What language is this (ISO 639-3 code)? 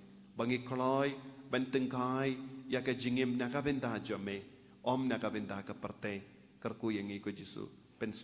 kha